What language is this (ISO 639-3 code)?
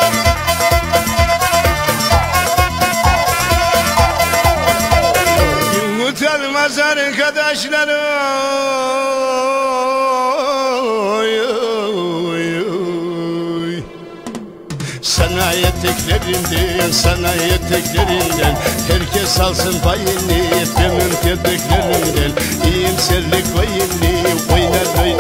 tur